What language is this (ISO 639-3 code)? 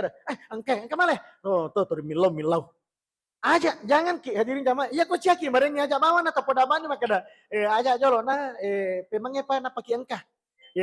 bug